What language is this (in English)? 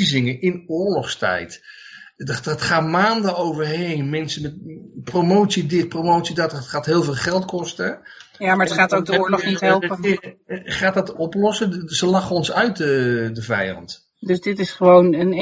Dutch